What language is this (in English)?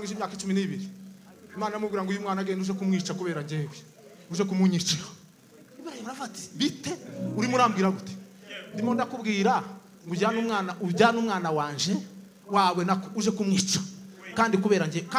Kinyarwanda